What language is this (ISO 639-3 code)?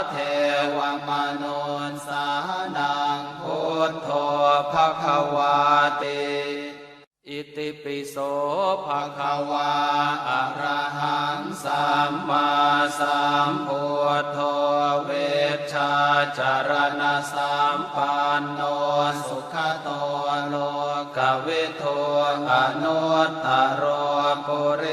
pli